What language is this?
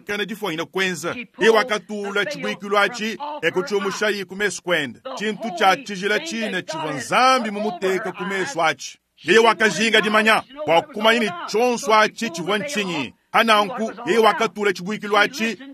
Luba-Lulua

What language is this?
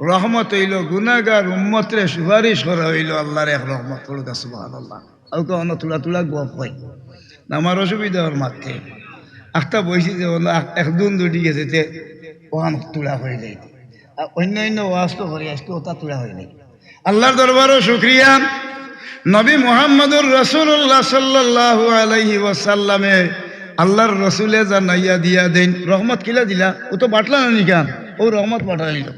Sylheti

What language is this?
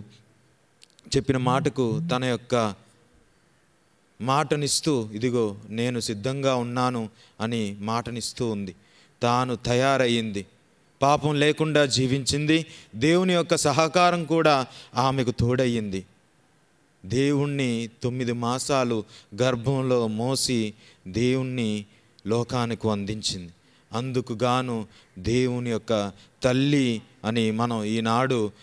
Telugu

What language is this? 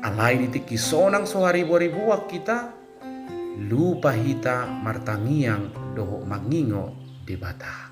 Batak Toba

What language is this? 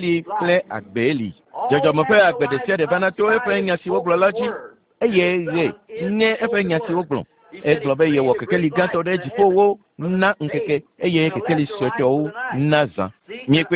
Ewe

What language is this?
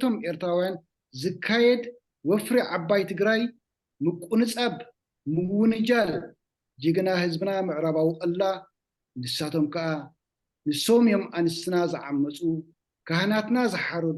Tigrinya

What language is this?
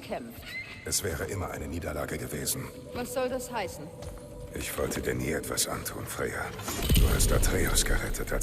Bavarian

